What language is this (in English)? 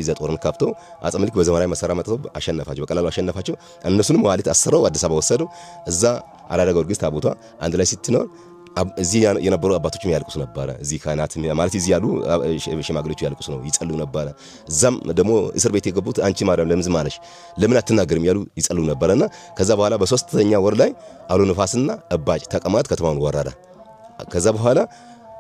Amharic